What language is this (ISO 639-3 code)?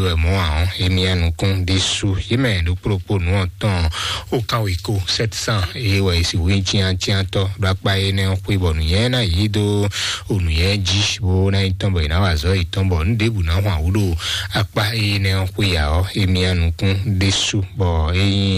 fon